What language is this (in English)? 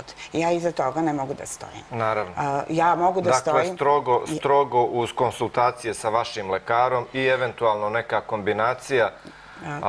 Serbian